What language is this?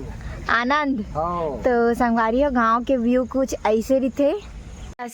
Chhattisgarhi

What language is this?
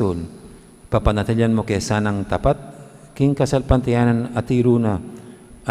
Pampanga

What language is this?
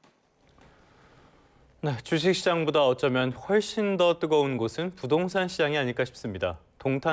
Korean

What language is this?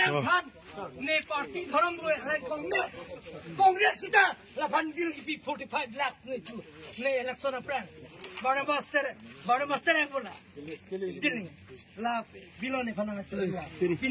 Karbi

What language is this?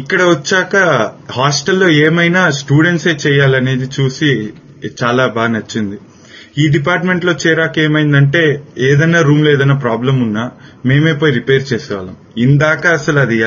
Telugu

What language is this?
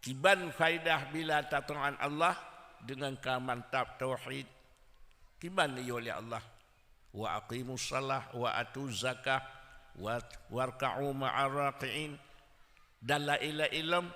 Achinese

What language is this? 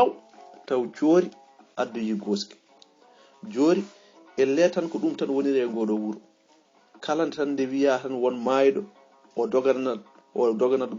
Fula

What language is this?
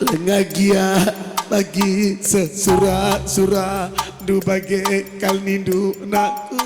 Batak Karo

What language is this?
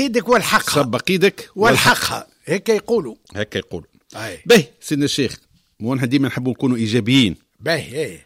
Tunisian Arabic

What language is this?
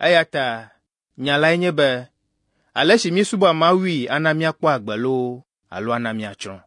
Ewe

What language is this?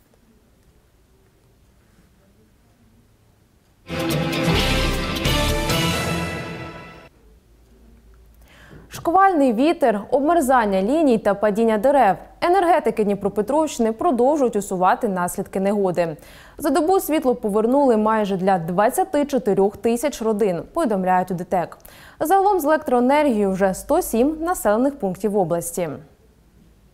Ukrainian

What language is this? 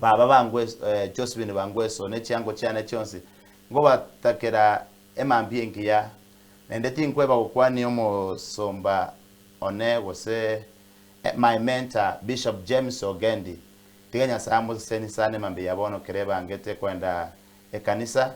Gusii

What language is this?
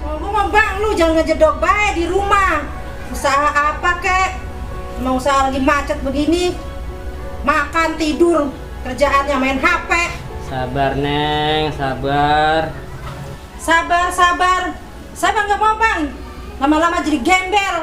Betawi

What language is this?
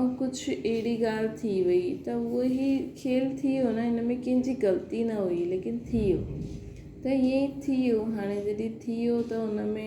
Sindhi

